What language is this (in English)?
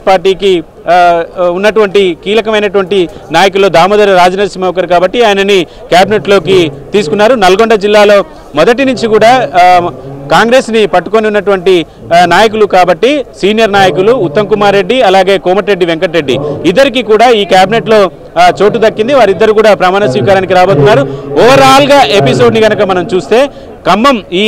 Telugu